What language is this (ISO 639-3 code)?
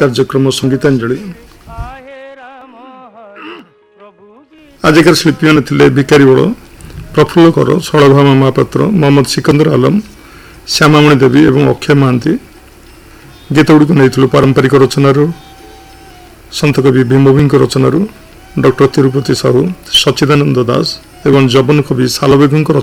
ori